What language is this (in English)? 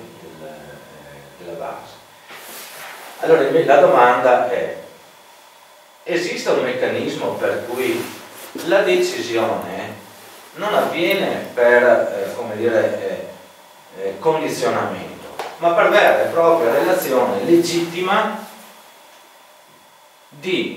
Italian